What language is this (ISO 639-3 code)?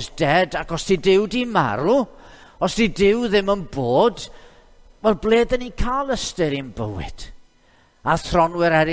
cym